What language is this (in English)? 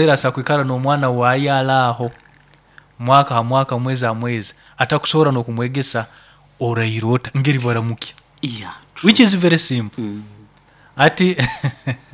Nyoro